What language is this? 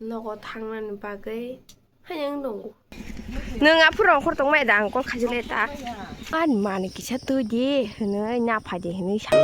Kok Borok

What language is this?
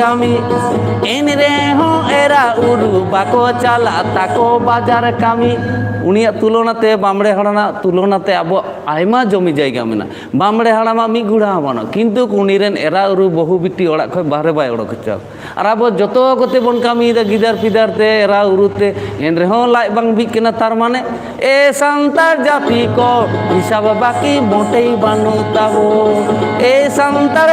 Santali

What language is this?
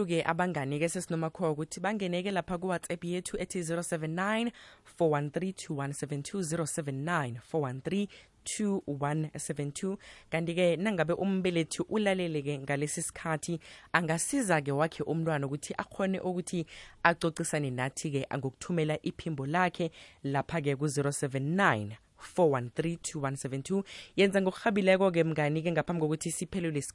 South Ndebele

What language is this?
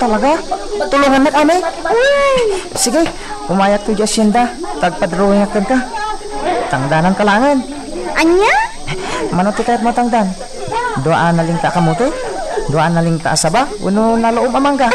Iloko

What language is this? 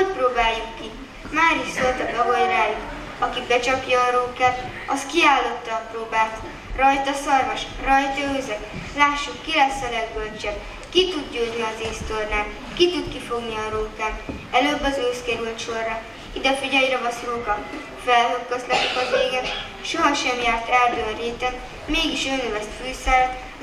Hungarian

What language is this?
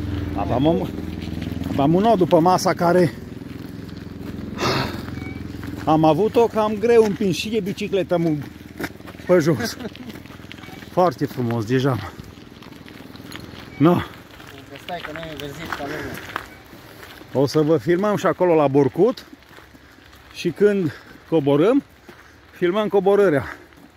Romanian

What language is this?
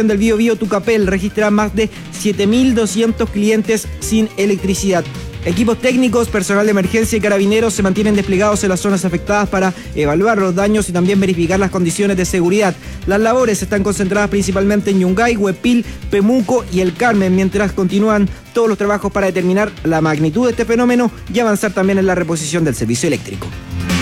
Spanish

